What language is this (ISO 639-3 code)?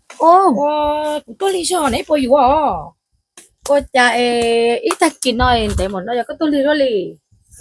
hmn